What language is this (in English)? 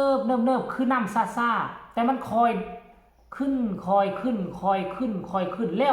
Northeastern Thai